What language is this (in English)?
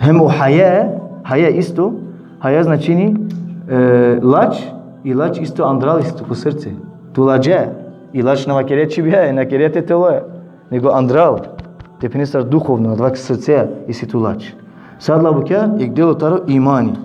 Balkan Romani